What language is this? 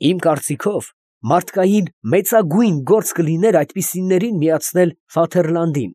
Armenian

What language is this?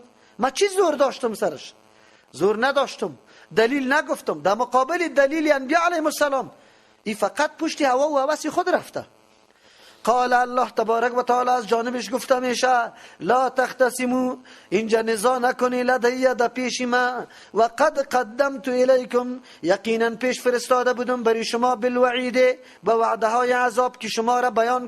Persian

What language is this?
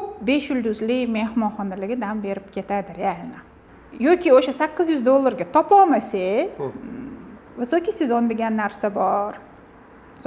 Uzbek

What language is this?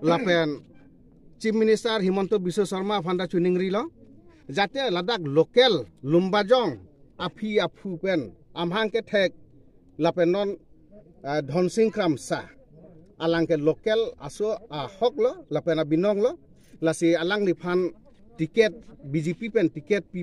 Karbi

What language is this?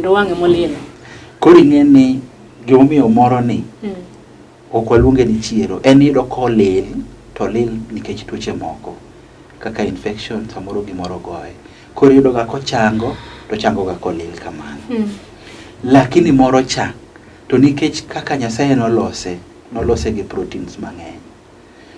Luo (Kenya and Tanzania)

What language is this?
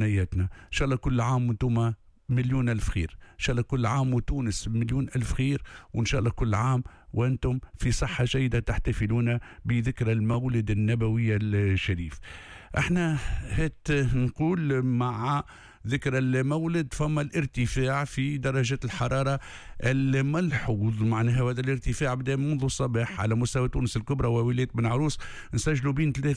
Tunisian Arabic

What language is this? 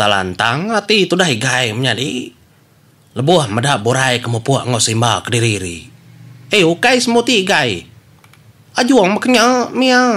Iban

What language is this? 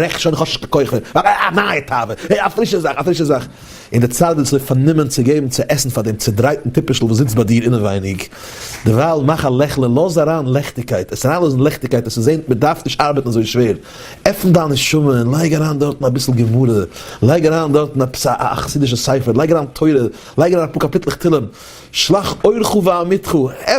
Yiddish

